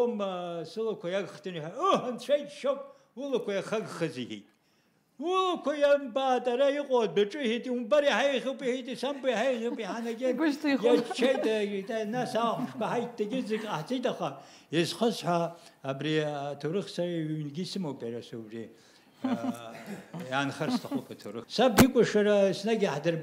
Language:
Abkhazian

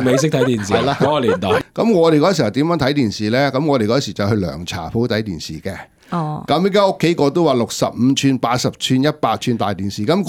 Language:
Cantonese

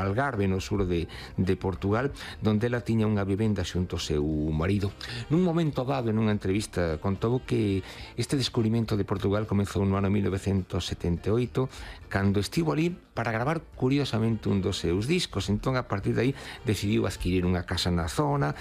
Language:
Galician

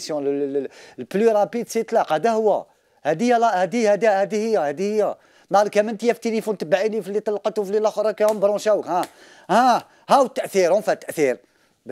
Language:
Algerian Arabic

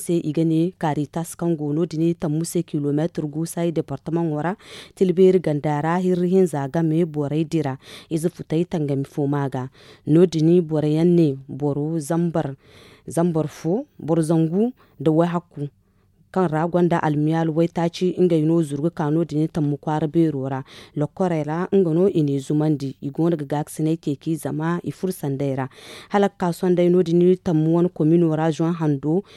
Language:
Zarma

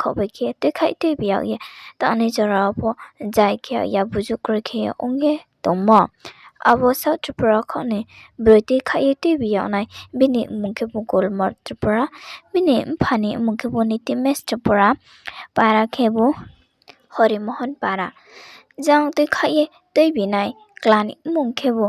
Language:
Riang (India)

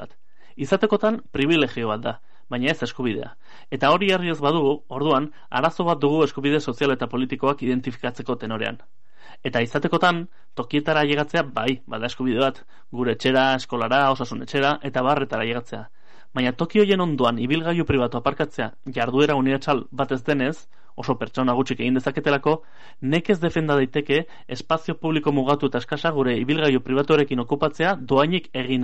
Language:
Basque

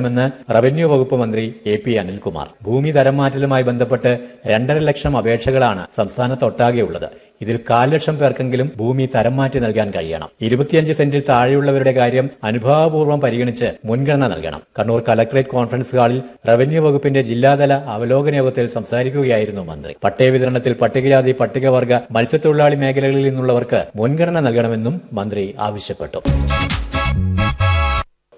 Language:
Malayalam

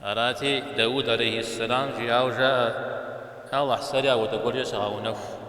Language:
Kabardian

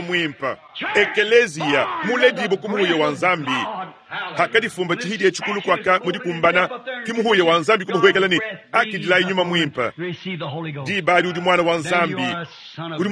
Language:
Luba-Lulua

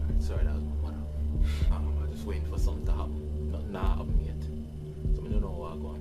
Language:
Jamaican Creole English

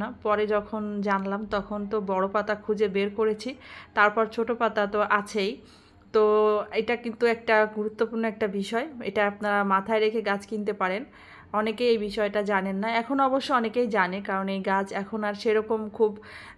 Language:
Bangla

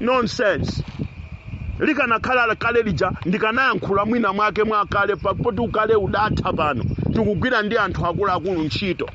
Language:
Nyanja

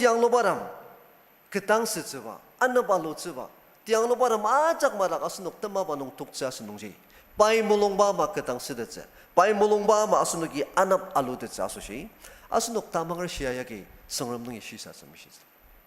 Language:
Ao Naga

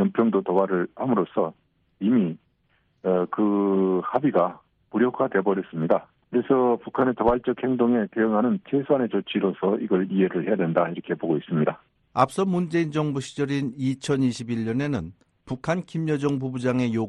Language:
Korean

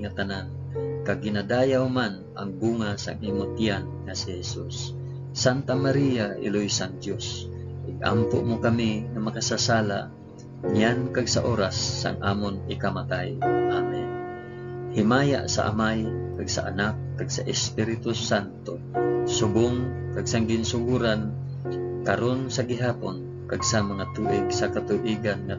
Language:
Hiligaynon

